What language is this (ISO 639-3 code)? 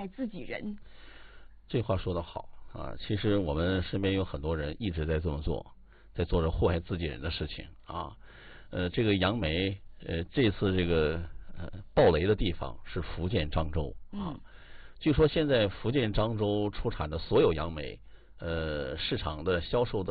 zho